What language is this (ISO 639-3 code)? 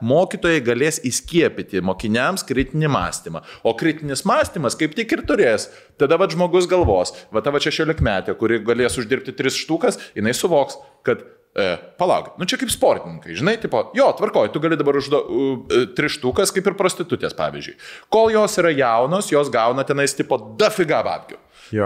lit